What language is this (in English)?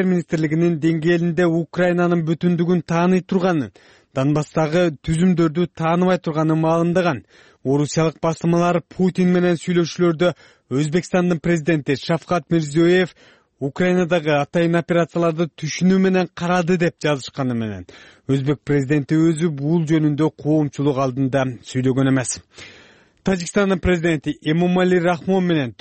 Kyrgyz